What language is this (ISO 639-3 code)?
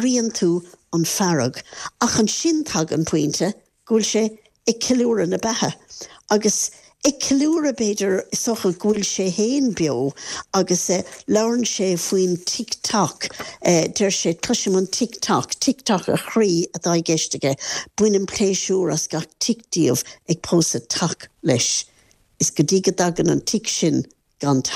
gle